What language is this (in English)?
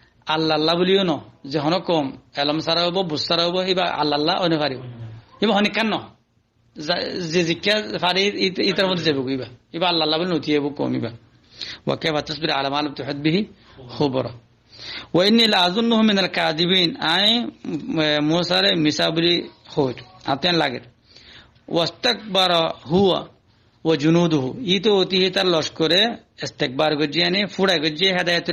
Rohingya